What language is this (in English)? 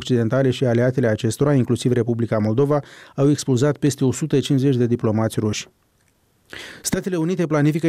Romanian